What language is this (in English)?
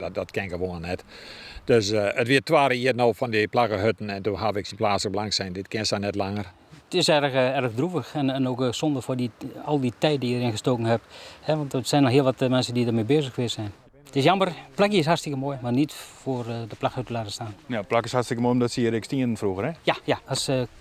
Western Frisian